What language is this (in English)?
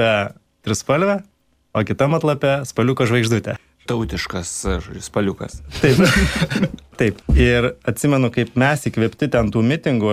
Lithuanian